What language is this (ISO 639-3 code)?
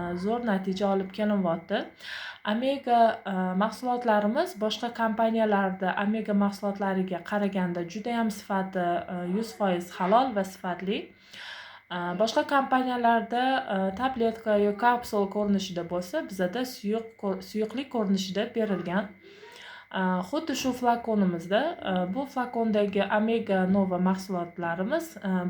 uzb